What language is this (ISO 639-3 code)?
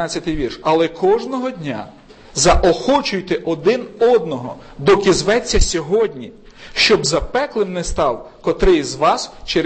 ukr